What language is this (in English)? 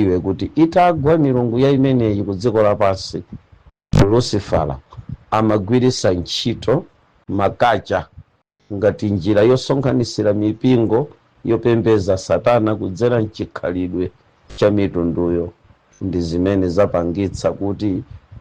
Nyanja